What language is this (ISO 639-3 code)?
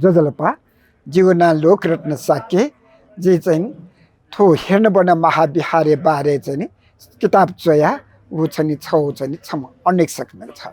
new